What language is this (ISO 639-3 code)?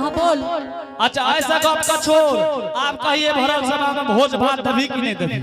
anp